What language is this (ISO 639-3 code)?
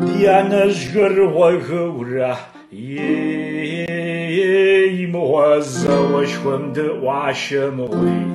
kbd